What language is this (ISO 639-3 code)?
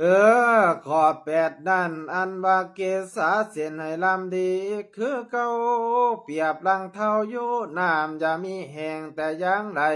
lao